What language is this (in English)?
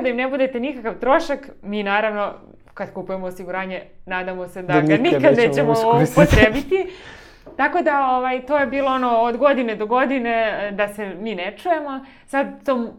Serbian